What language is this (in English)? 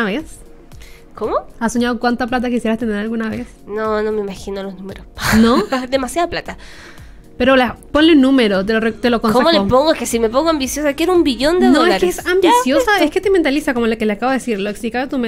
Spanish